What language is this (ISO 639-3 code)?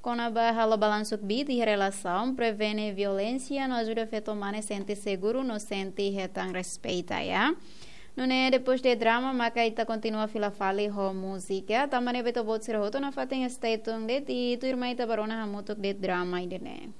tet